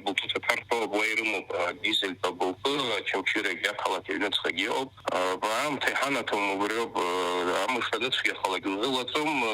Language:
Abkhazian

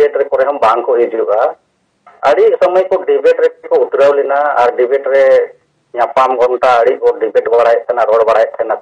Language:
Santali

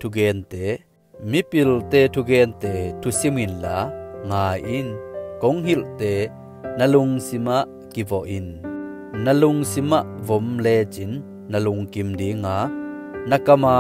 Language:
Tedim Chin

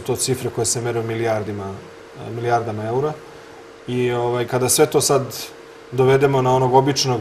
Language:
Serbian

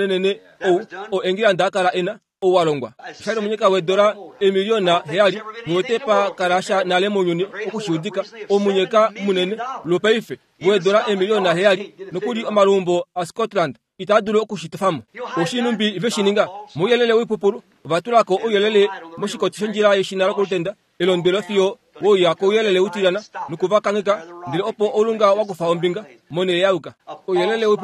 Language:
Kuanyama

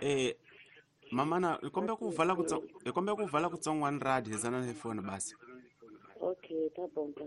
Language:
Tsonga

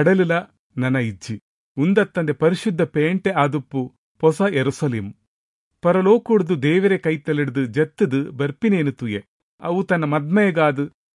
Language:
Tulu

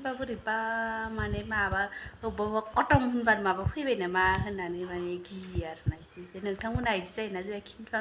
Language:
Bodo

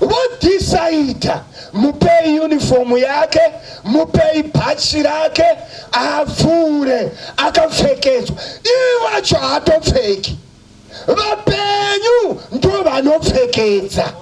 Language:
Shona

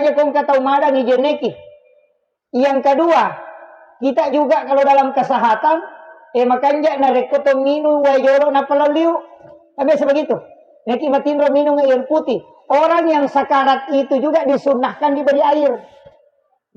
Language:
Buginese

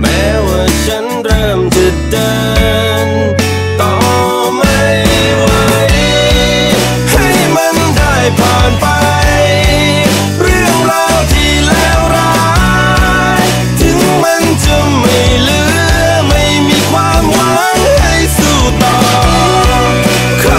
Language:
Thai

